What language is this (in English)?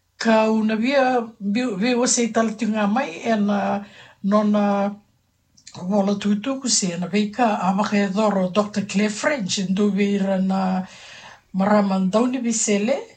Fijian